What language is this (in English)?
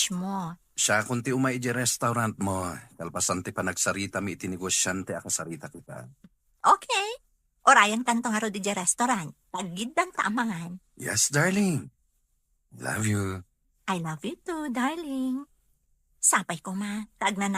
Iloko